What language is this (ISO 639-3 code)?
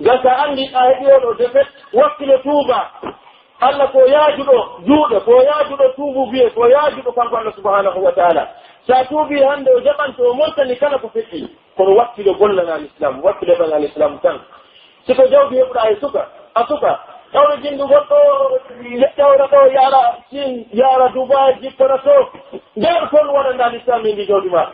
fuf